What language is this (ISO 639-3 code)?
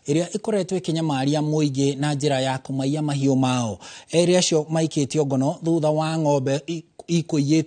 kik